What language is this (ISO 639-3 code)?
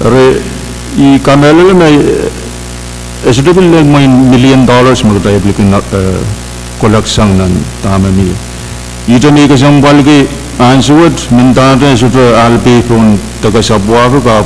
pon